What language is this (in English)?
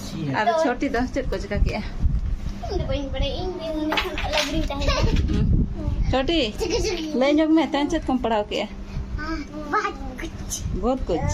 Santali